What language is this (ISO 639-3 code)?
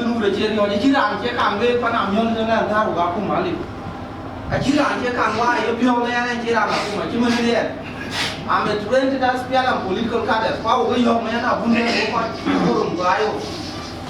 din